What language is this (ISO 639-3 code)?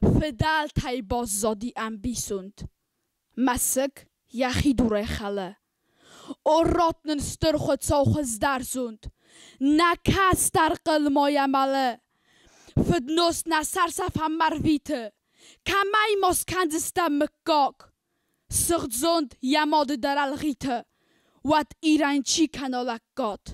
oss